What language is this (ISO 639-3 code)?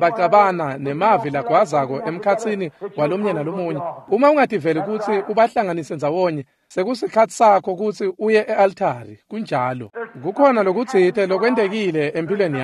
ssw